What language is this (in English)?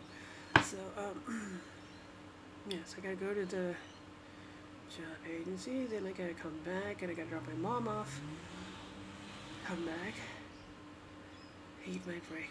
English